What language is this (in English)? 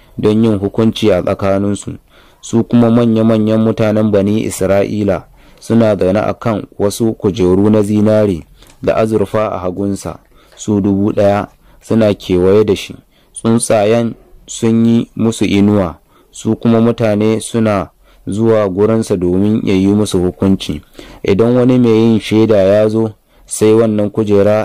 Hausa